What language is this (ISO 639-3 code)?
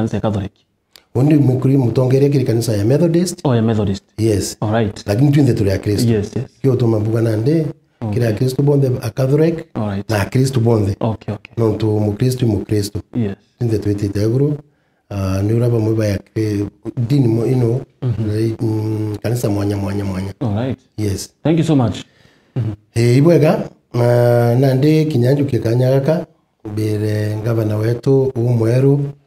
mer